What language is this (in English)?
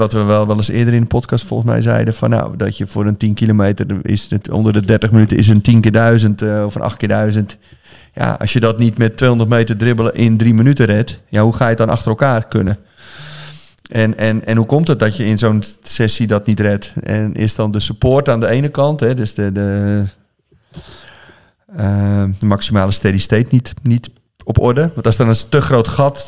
Dutch